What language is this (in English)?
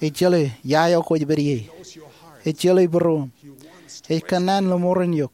Marshallese